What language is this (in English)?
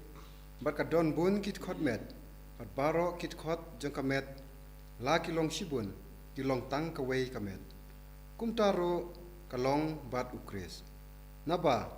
Khasi